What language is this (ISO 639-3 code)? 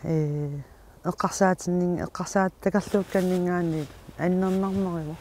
kal